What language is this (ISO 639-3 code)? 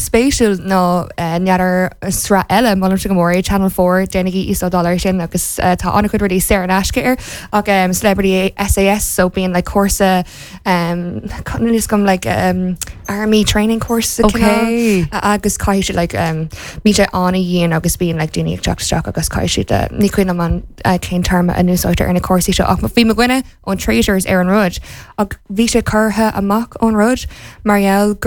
gle